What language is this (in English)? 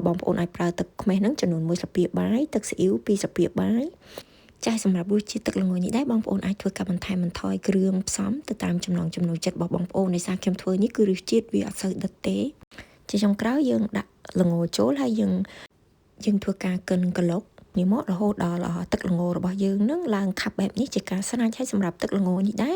Khmer